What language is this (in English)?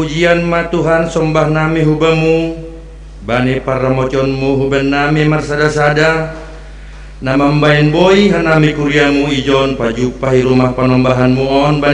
Batak Simalungun